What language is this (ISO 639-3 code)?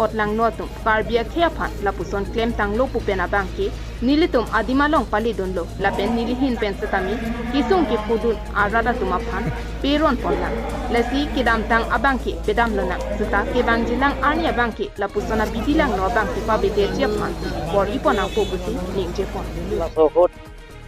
mjw